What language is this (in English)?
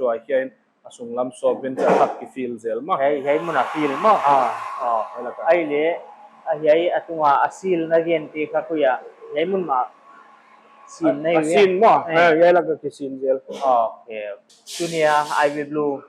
Paite Chin